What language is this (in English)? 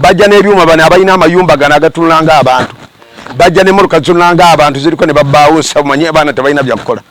Ganda